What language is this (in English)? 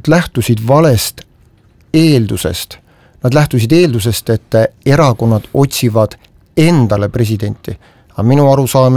Estonian